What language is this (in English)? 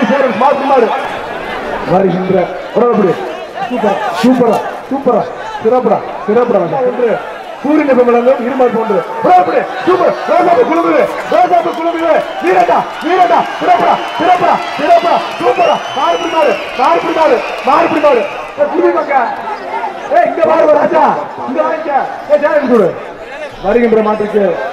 Tamil